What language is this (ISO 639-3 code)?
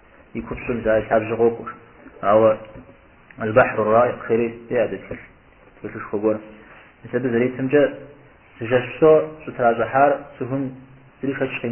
kbd